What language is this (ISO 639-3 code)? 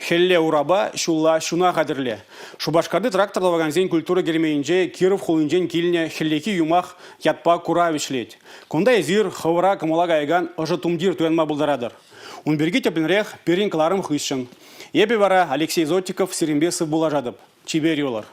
chv